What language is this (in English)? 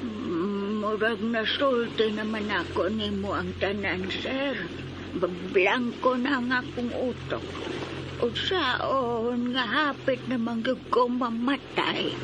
Cebuano